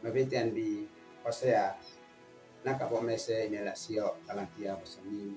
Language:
Uab Meto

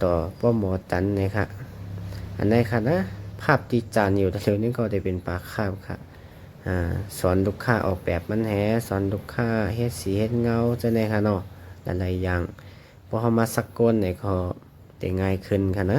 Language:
Shan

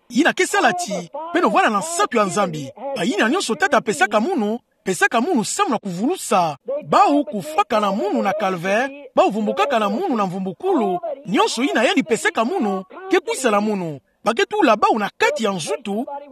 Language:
Kituba (Democratic Republic of Congo)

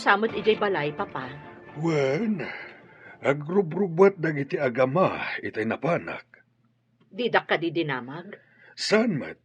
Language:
Iloko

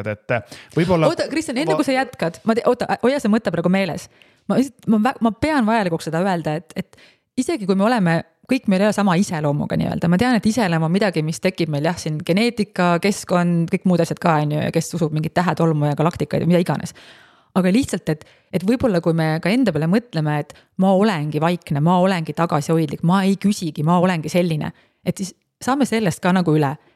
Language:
Estonian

